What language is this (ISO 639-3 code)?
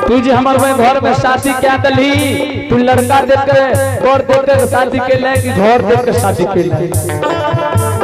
anp